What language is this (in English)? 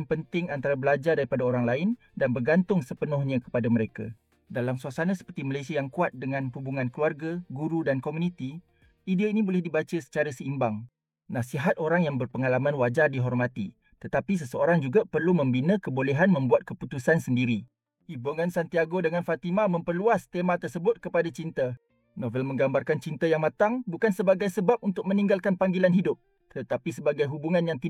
Malay